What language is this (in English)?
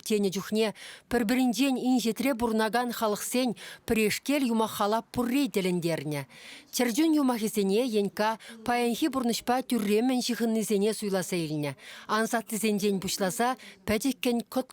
Chuvash